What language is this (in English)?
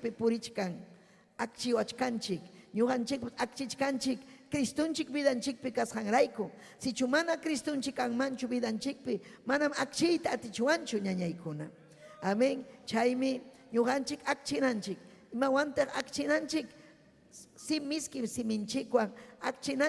Ayacucho Quechua